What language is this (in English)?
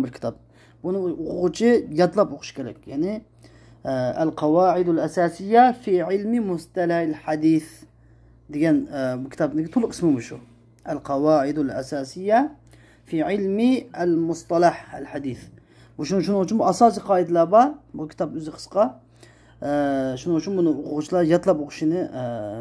Uyghur